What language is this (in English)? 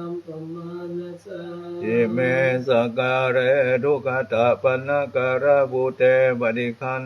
Pali